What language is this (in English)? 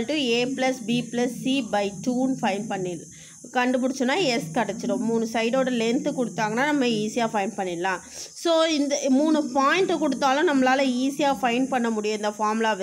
Tamil